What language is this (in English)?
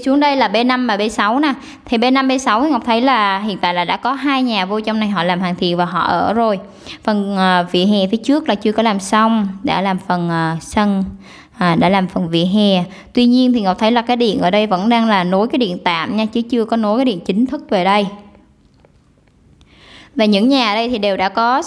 Vietnamese